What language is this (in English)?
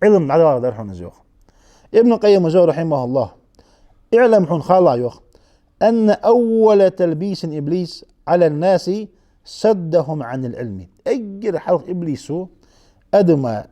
Ingush